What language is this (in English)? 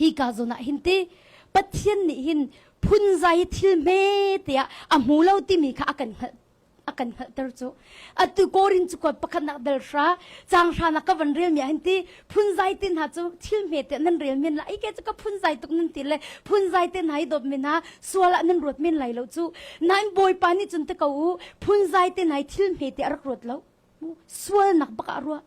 Hakha Chin